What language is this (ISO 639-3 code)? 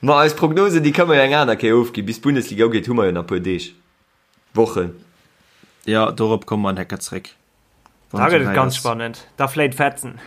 ltz